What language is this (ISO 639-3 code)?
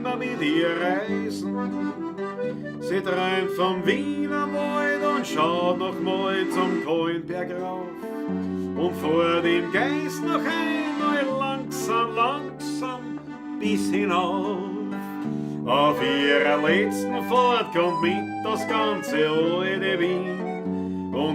bar